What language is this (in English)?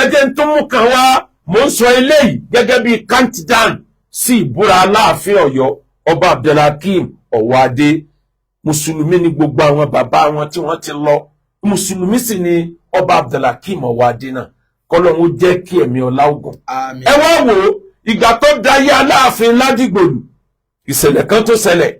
Yoruba